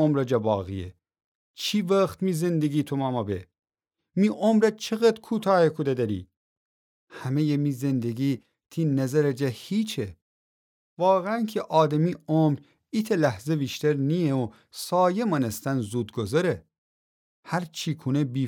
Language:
Gilaki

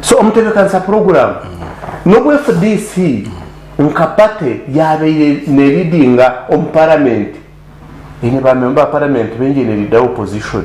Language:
Nyankole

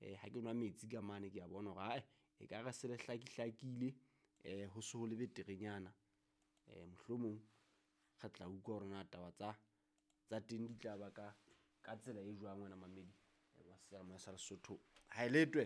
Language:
Southern Sotho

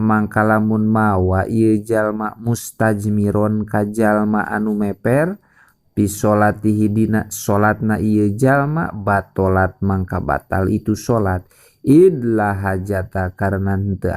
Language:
Sundanese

